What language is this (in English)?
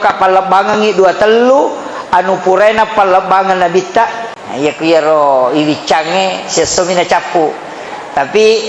Buginese